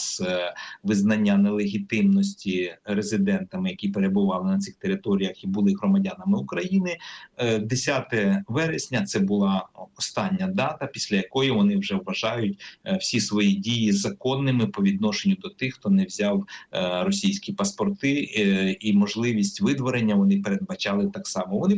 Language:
Ukrainian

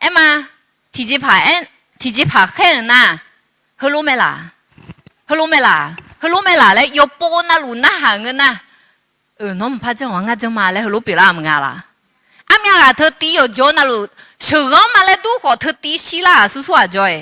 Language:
Akha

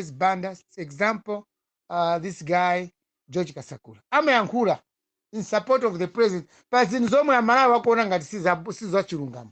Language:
Nyanja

